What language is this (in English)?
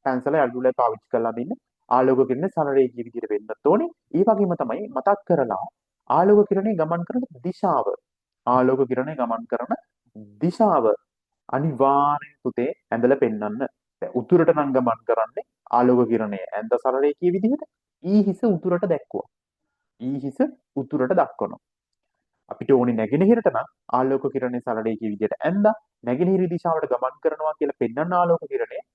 Sinhala